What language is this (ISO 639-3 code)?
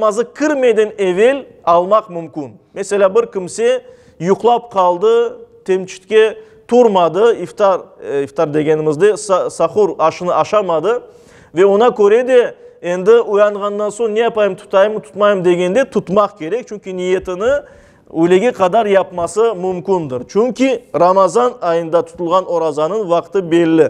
crh